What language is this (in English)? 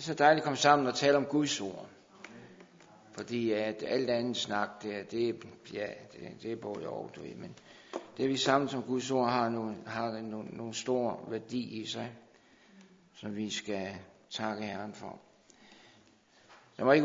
Danish